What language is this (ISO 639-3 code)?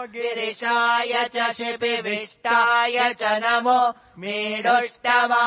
san